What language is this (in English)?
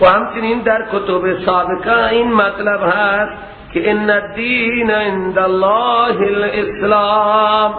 Persian